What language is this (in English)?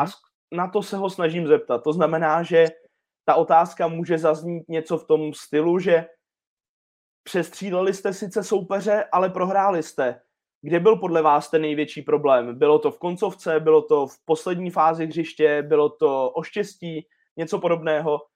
Czech